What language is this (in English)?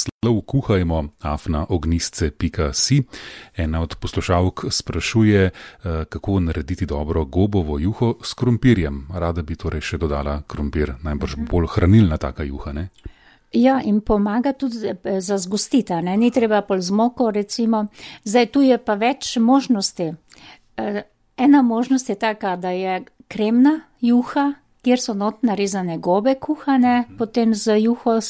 Slovenian